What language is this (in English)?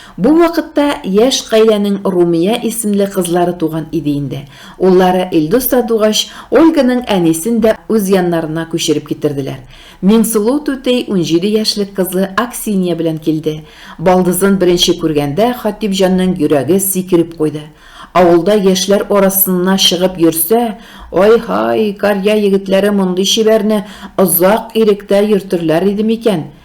Tatar